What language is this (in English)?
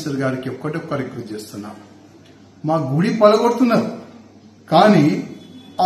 Telugu